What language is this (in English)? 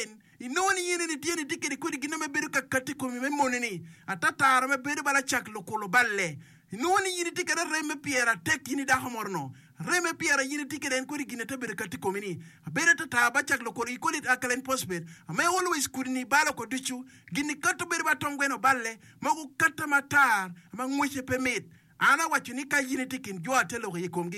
Acoli